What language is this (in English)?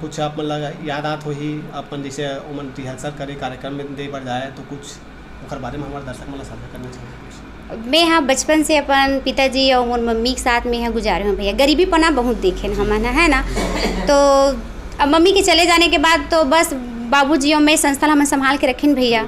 Chhattisgarhi